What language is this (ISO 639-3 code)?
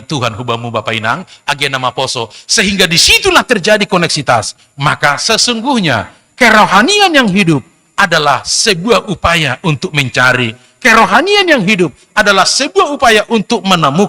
bts